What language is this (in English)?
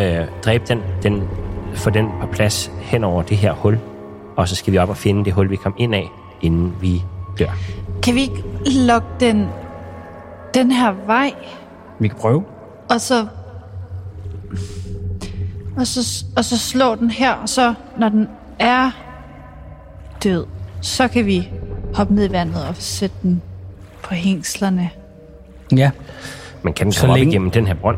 Danish